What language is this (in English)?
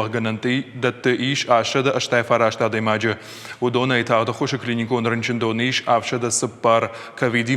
Ossetic